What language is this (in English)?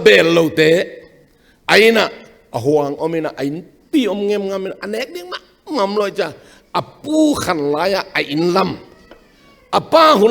Tedim Chin